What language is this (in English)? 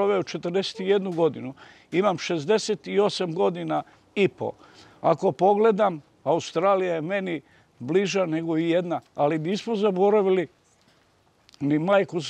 Serbian